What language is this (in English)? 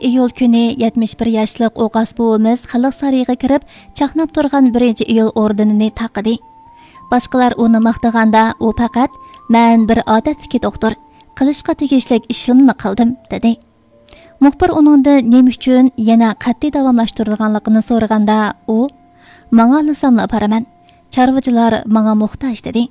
Uyghur